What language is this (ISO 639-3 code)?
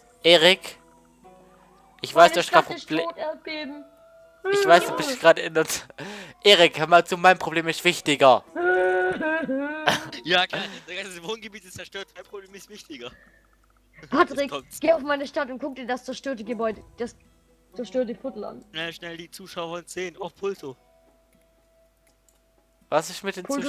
deu